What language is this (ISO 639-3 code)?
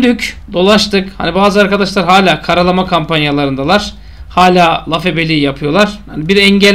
tur